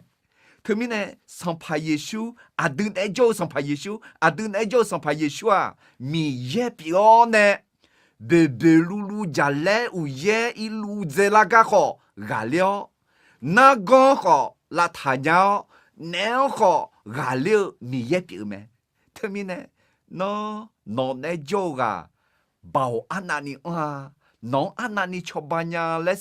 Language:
Akha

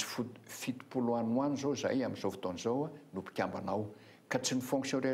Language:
Malagasy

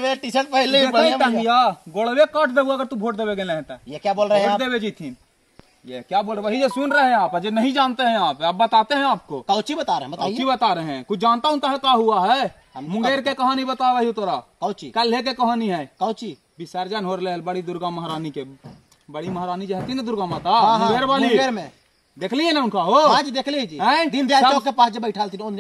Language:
Magahi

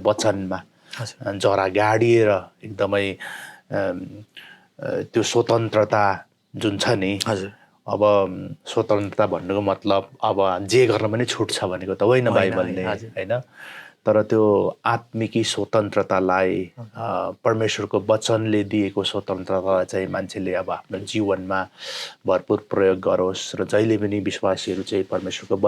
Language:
Nepali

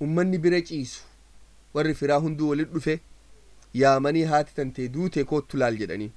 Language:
Oromo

